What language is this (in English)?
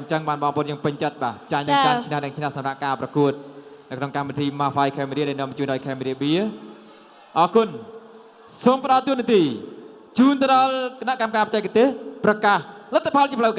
Khmer